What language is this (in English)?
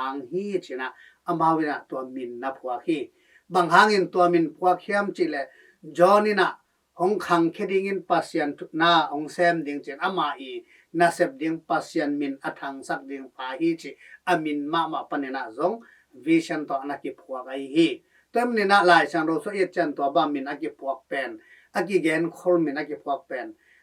Tedim Chin